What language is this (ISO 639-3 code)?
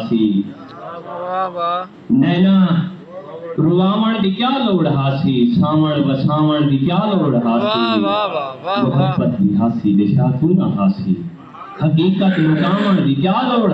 skr